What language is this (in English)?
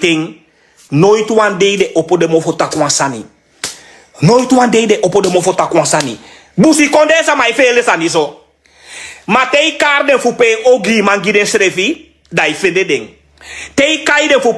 Sranan Tongo